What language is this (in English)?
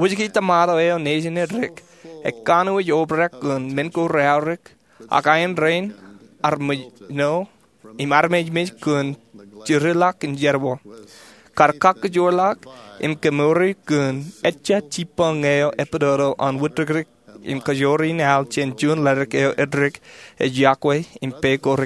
Marshallese